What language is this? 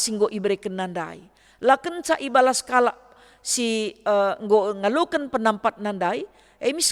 Batak Karo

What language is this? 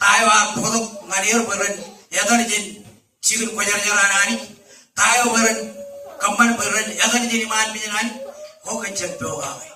Marshallese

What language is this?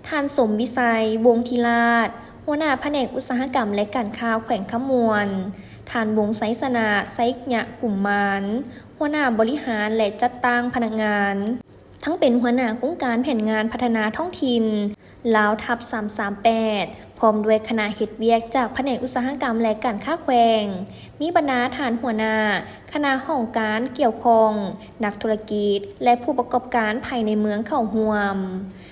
Lao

